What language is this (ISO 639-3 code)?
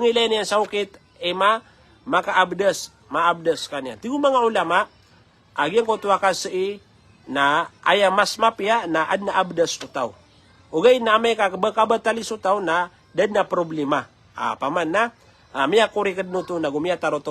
mrw